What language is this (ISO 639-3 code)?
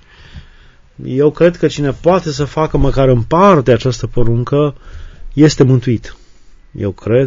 ron